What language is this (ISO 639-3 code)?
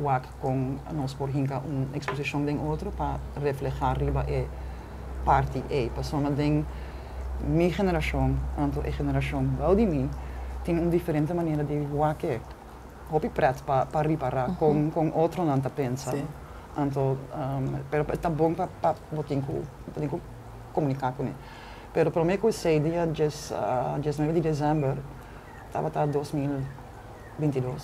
pap